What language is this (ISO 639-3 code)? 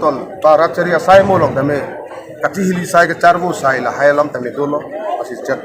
mjw